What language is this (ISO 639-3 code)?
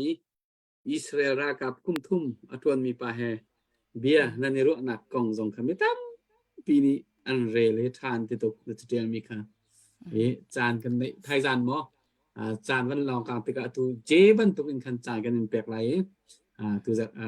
cnh